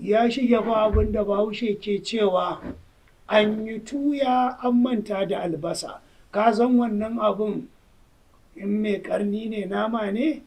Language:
Hausa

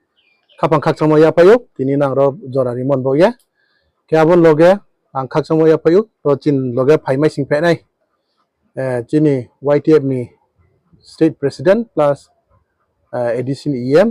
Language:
Kok Borok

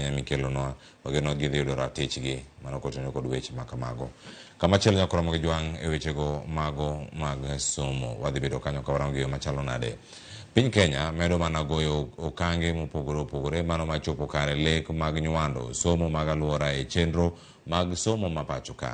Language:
Luo (Kenya and Tanzania)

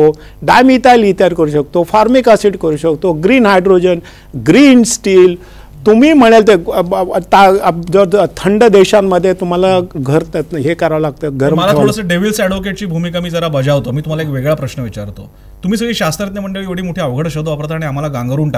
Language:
Marathi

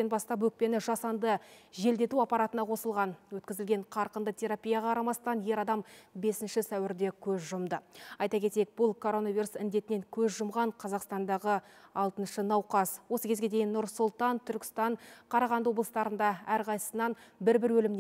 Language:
Kazakh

